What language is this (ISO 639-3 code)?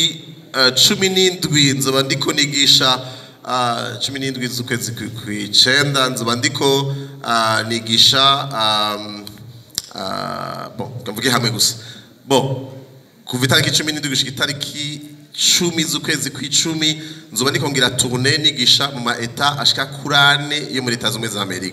run